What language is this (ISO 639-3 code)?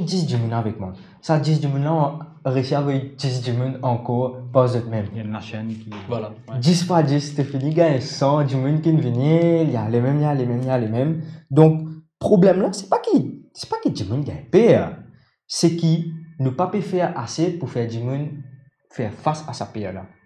mfe